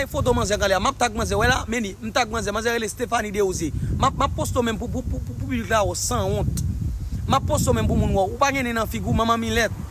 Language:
Haitian Creole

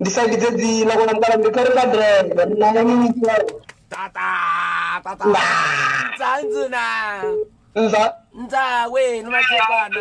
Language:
Venda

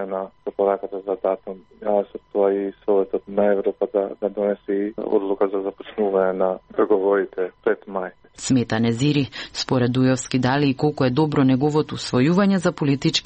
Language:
Macedonian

